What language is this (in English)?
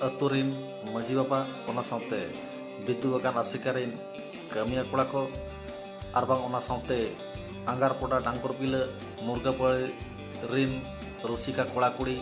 Santali